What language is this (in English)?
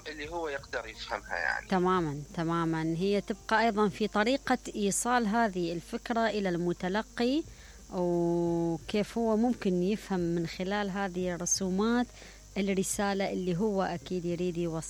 Mesopotamian Arabic